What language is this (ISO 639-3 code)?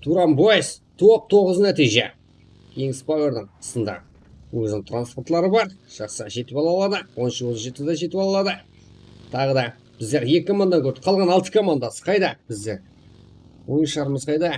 kaa